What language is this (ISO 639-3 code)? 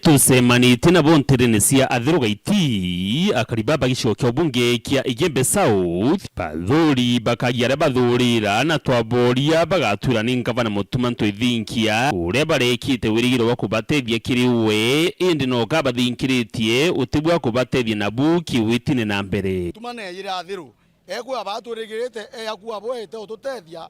mer